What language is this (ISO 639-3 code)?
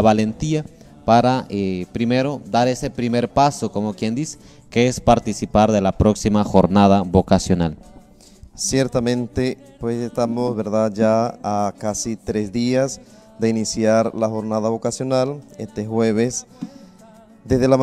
spa